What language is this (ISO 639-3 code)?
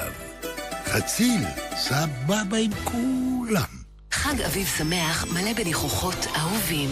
heb